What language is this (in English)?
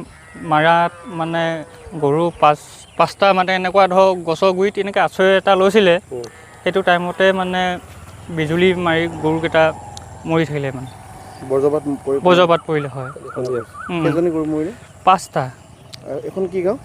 Assamese